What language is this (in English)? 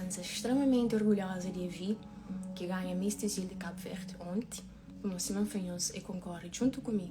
Kabuverdianu